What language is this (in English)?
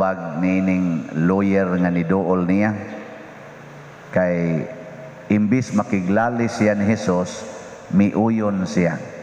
Cebuano